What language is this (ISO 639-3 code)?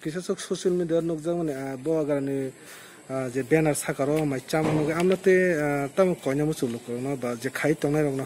trp